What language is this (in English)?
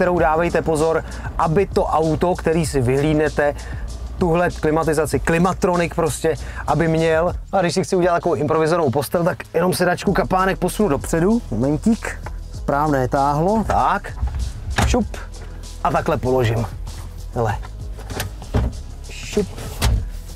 Czech